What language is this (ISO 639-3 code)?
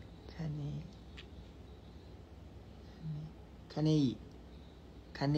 tha